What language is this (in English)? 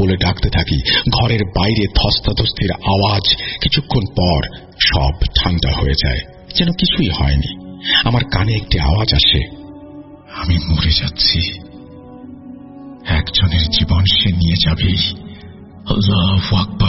Bangla